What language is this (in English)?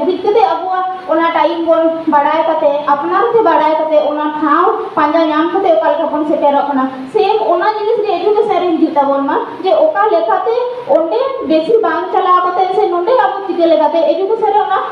Santali